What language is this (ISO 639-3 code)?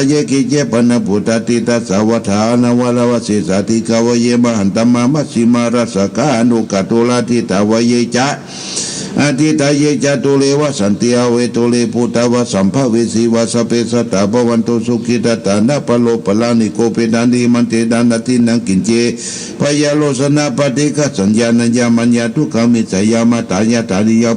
pli